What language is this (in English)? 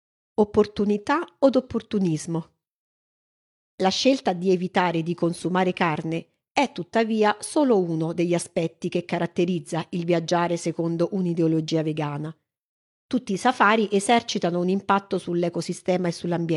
Italian